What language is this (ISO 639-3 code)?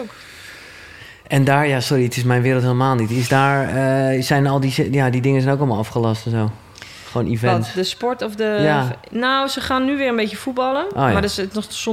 nld